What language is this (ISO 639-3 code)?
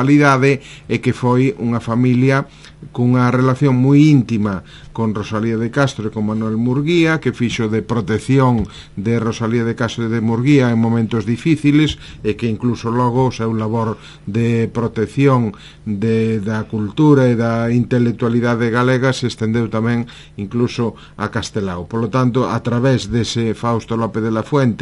glg